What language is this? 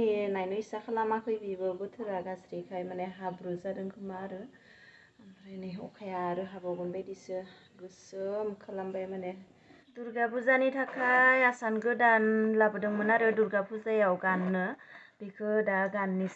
Bodo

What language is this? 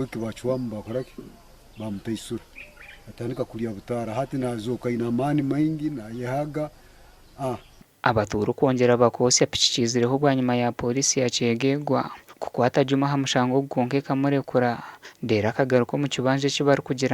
Nyankole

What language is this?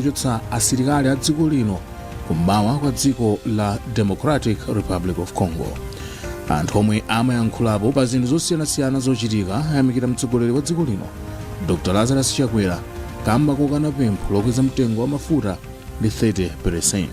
Nyanja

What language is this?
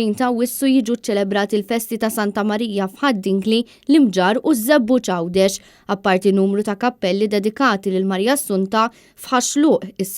Maltese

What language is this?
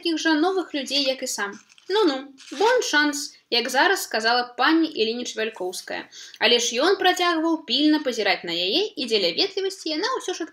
Belarusian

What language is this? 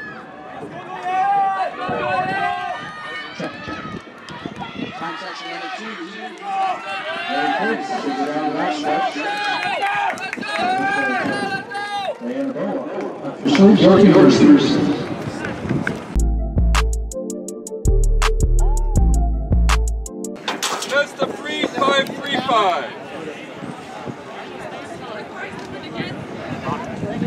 English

